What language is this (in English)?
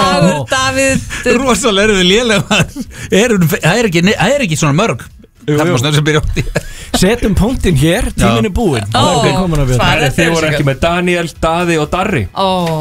Icelandic